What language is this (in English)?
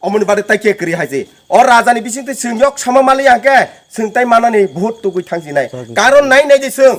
Kok Borok